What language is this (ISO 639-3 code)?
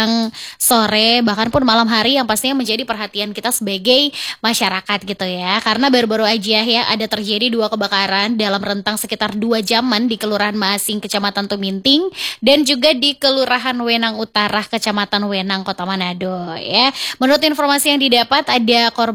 ind